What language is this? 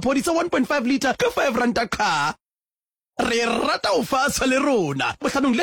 Southern Sotho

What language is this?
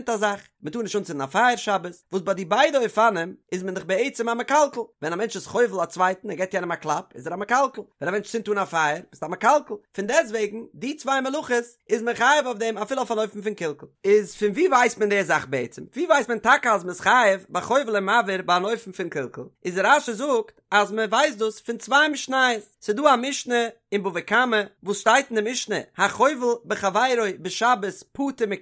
Yiddish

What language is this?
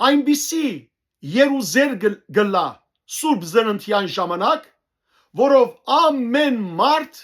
Western Armenian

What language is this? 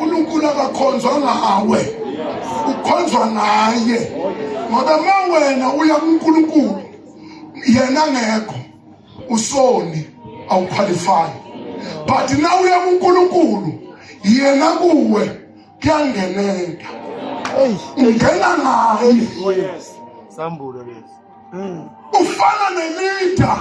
Zulu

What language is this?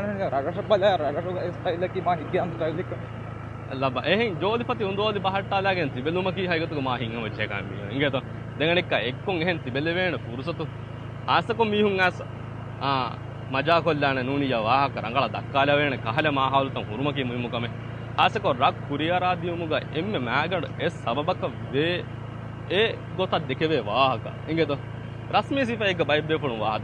Divehi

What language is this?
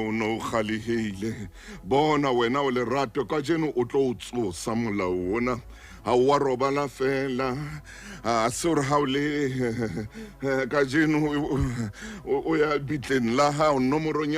Southern Sotho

